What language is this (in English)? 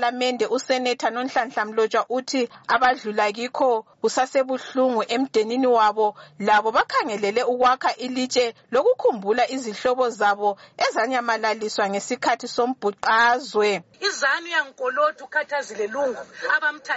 North Ndebele